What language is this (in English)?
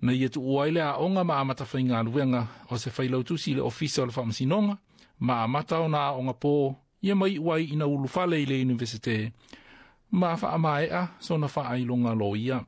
Samoan